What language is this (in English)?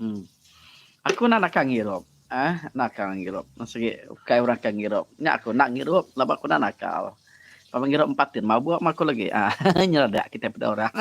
Iban